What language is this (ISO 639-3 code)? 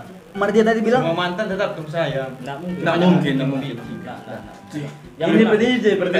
xmm